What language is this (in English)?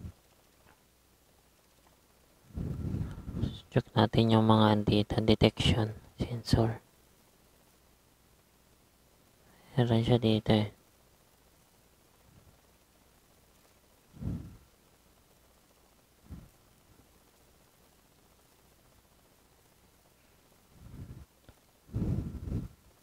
Filipino